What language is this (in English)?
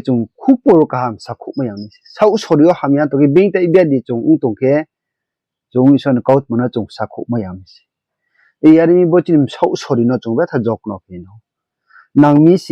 Riang (India)